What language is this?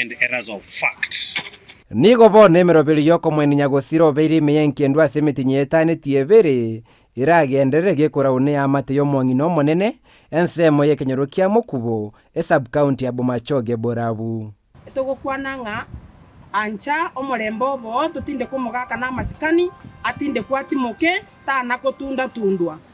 Gusii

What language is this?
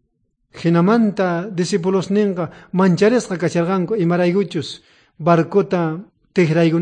South Bolivian Quechua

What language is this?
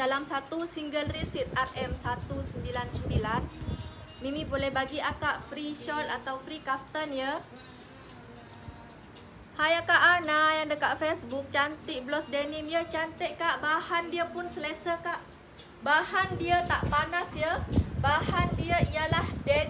Malay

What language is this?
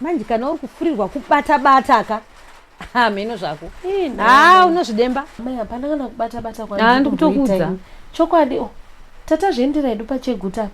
Shona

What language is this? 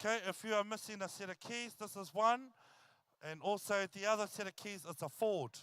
Māori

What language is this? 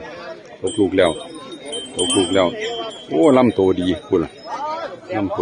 Northeastern Thai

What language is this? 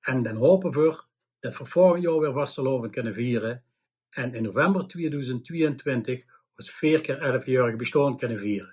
Limburgish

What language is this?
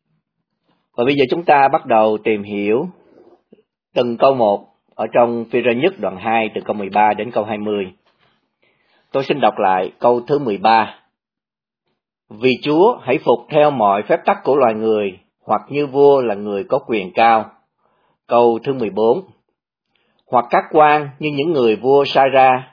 Vietnamese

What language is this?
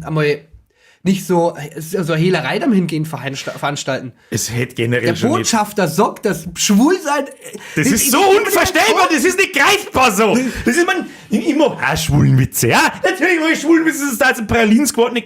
Bavarian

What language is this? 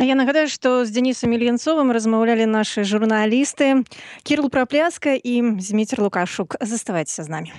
Belarusian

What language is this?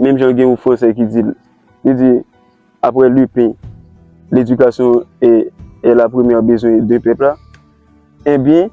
Haitian Creole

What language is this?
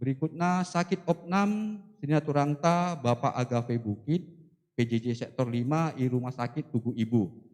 Batak Karo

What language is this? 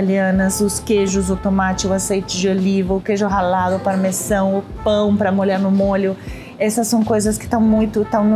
Portuguese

